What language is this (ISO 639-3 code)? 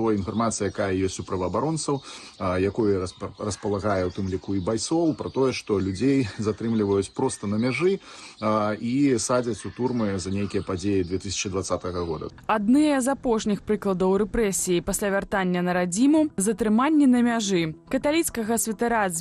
bel